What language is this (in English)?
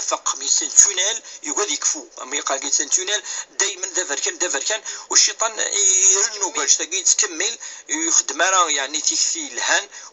Kabyle